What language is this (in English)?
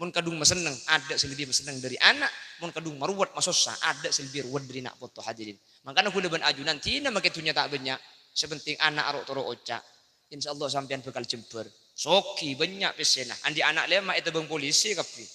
Madurese